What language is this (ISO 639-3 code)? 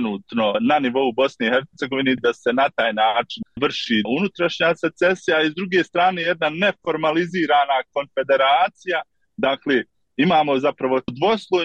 bos